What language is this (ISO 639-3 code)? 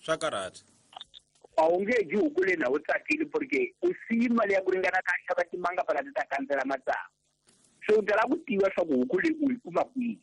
tso